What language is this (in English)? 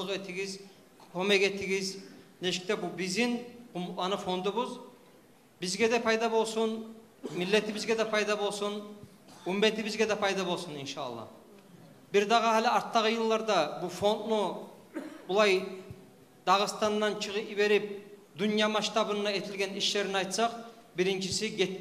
Kumyk